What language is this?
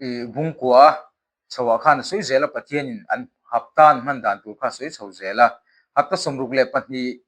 Mizo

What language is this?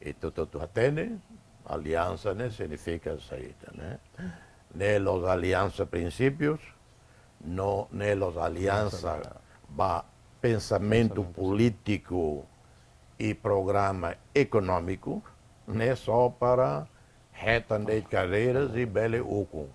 Tetum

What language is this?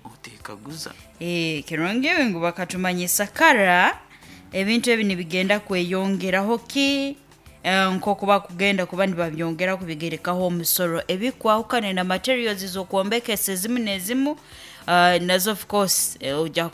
Nyoro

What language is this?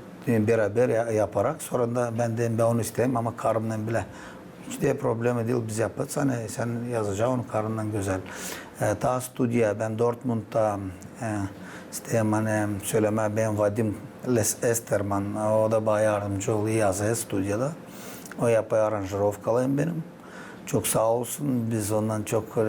Gagauz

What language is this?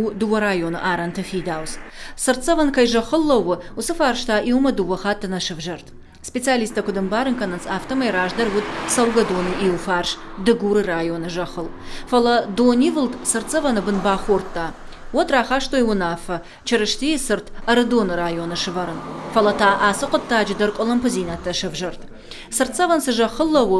Ossetic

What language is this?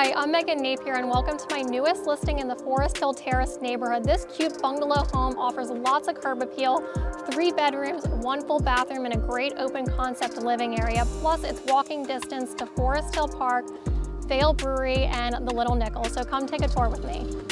English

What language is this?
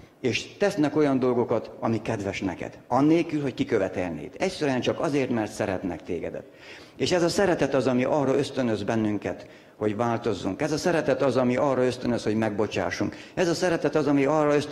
Hungarian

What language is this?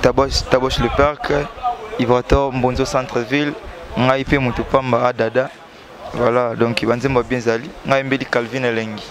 Lingala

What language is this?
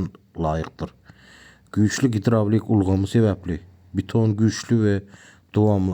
Turkmen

